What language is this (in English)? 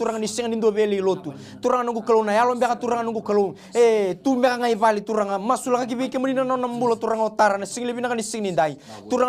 Fijian